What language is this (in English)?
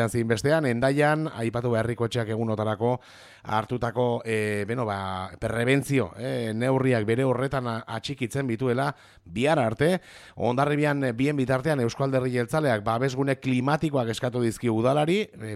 Basque